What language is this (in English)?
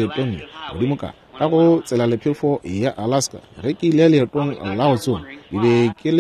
Northern Sotho